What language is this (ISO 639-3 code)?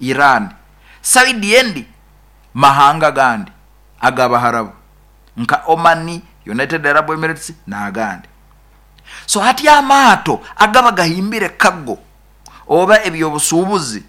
nyo